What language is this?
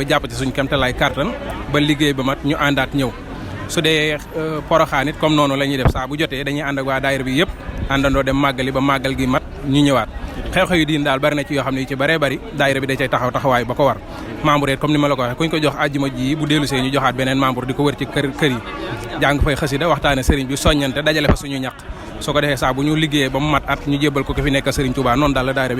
Wolof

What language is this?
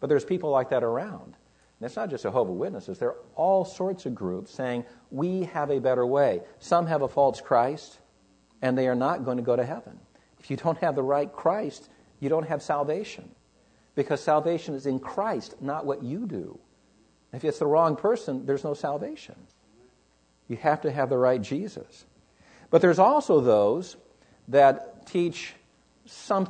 English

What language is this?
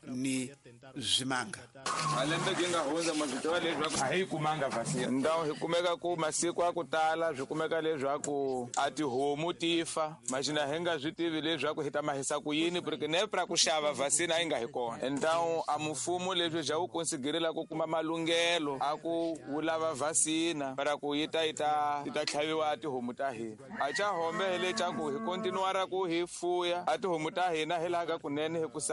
Tsonga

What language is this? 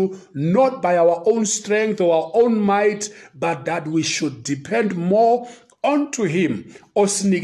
Zulu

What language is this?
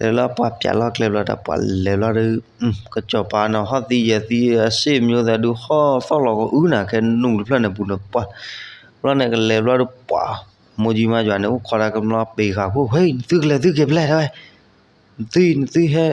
S'gaw Karen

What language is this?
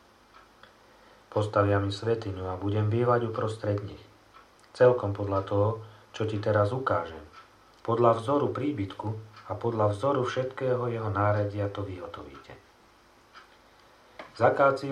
Slovak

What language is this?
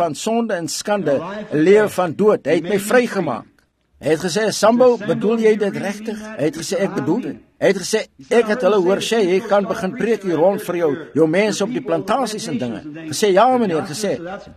Afrikaans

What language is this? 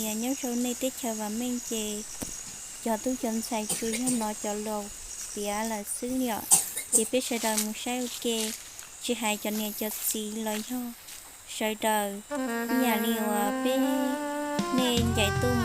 Hmong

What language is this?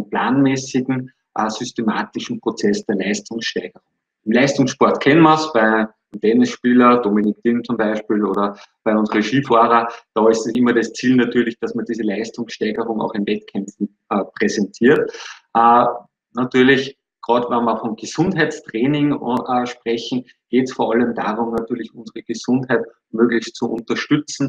German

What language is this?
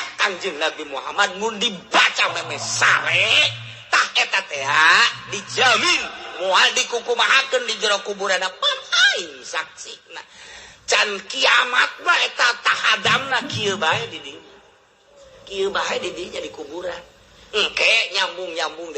Sundanese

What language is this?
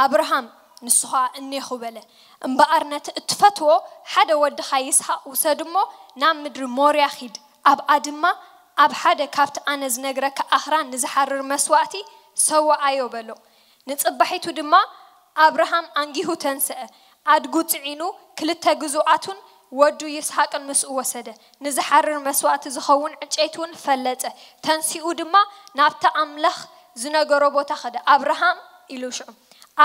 Tigrinya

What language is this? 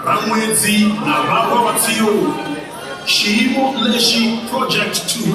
Venda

